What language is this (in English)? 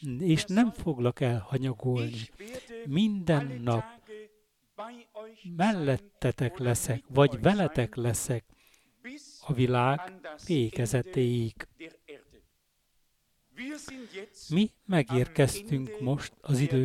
Hungarian